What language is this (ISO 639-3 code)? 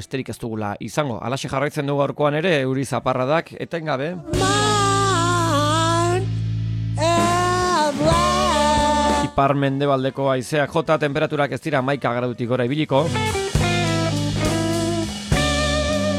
eus